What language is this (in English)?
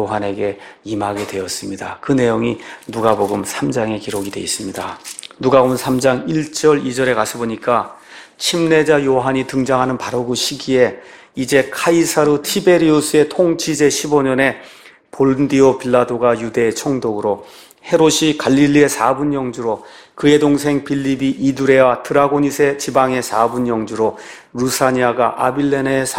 Korean